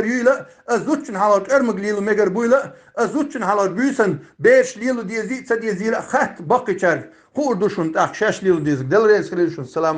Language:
Chechen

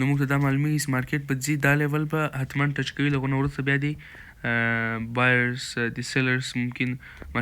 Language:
Pashto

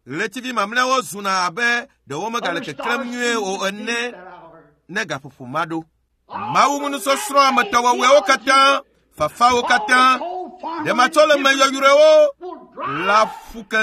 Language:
Ewe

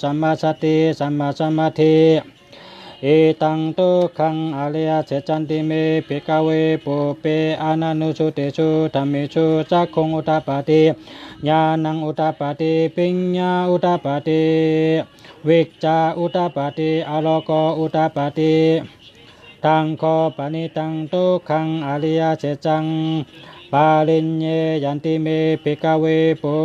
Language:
Shan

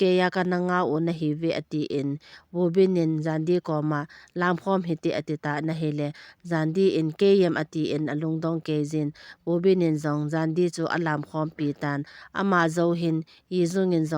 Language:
Thado Chin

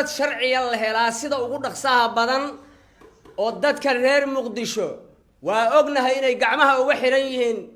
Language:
Somali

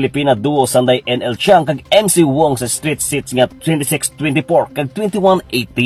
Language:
Hiligaynon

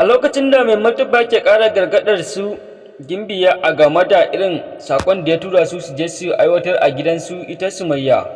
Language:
Hausa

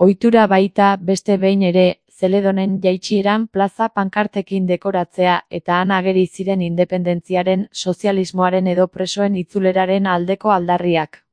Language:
Basque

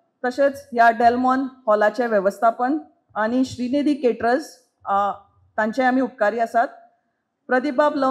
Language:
Konkani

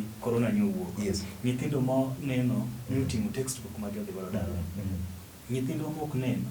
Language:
Luo (Kenya and Tanzania)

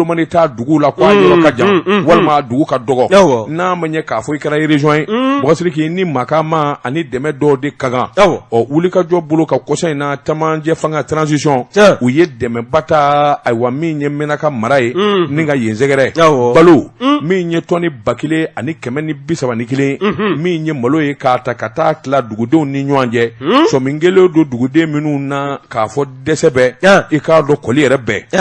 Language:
Bambara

